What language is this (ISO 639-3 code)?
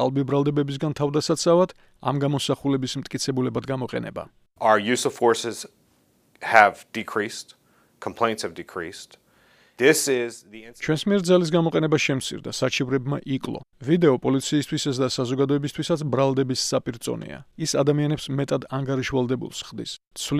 kat